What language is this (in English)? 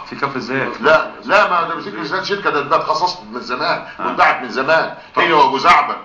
Egyptian Arabic